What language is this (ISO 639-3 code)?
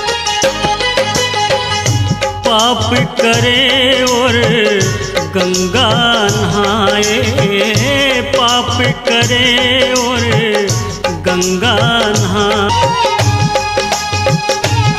hin